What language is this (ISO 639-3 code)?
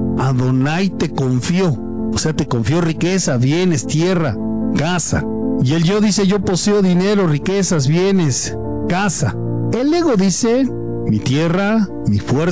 spa